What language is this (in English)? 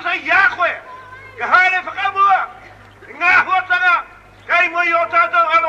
Māori